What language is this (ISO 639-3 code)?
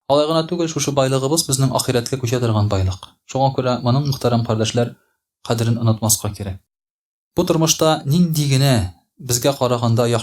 tat